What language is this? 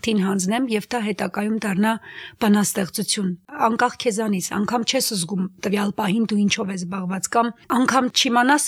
Armenian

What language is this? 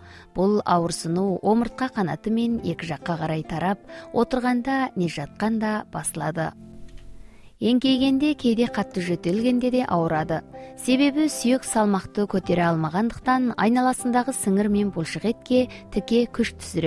Kazakh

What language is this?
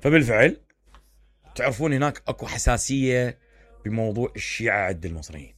Mesopotamian Arabic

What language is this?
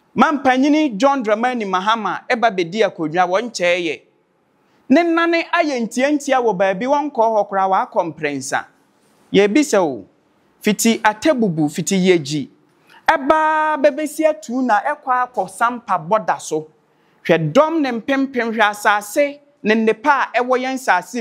Akan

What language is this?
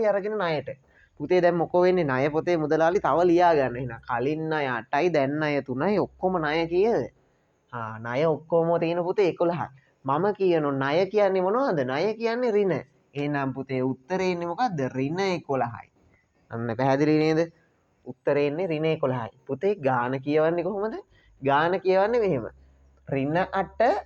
Sinhala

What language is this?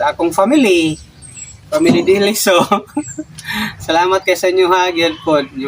Cebuano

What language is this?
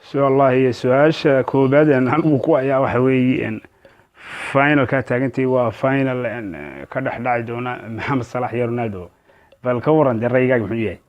Somali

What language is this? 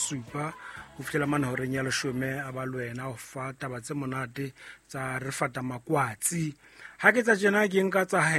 Southern Sotho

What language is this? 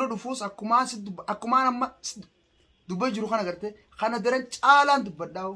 Oromo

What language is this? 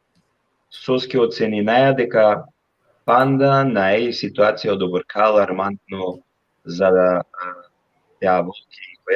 Balkan Romani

